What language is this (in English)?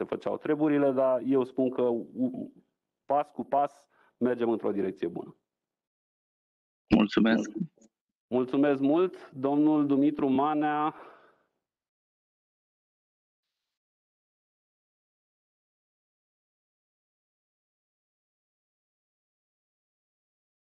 Romanian